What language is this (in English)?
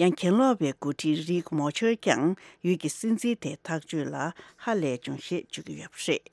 Tibetan